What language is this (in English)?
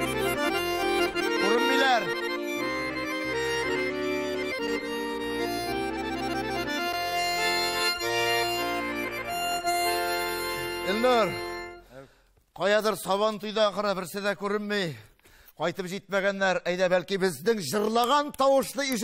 Tatar